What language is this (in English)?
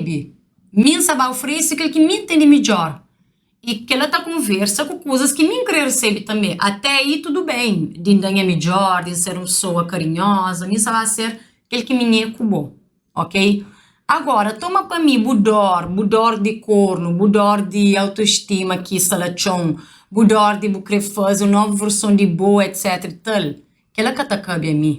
Kabuverdianu